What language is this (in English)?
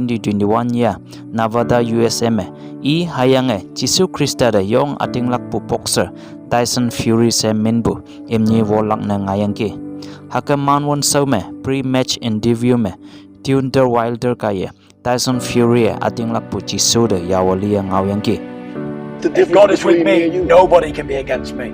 Konyak Naga